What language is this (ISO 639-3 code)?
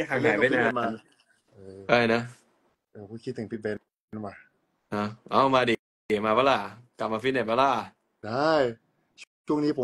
tha